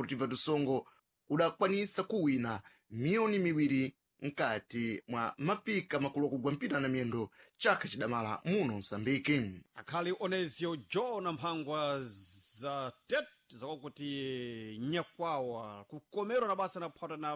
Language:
Sena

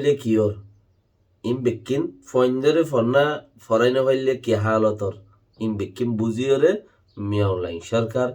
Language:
Rohingya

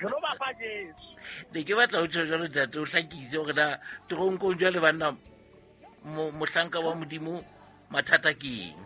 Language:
Southern Sotho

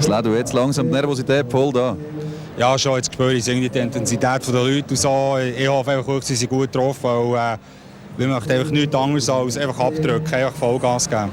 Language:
Swiss German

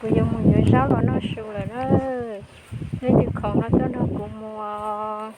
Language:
Hmong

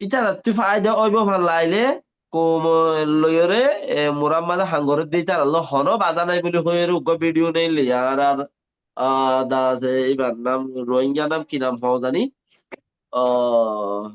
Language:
Rohingya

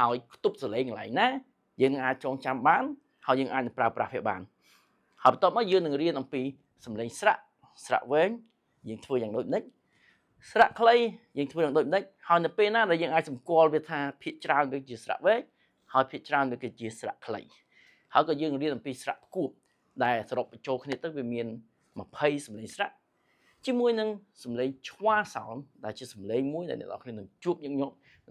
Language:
Khmer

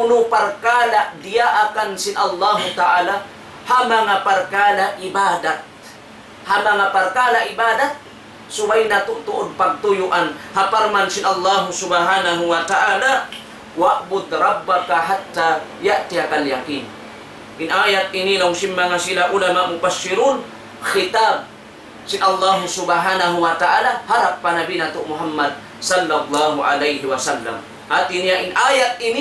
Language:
Tausug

